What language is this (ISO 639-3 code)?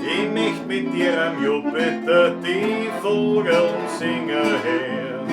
bar